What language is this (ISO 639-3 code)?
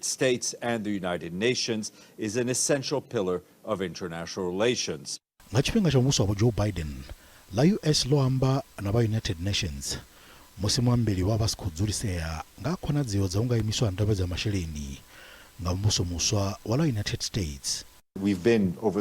ven